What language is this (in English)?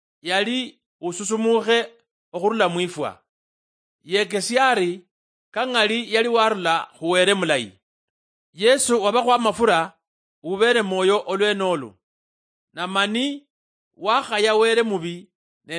Luyia